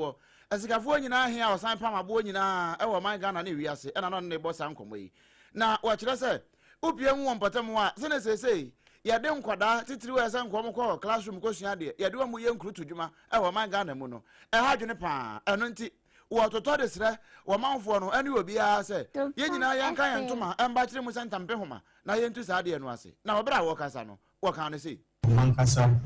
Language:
Akan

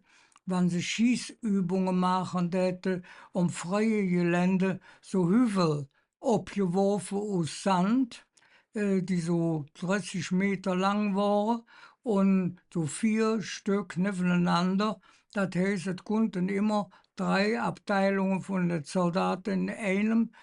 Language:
Colognian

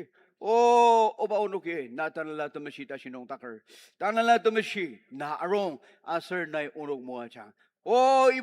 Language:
Ao Naga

